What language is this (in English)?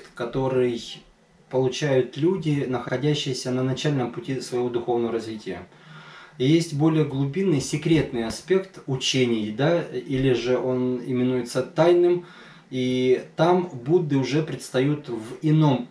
Russian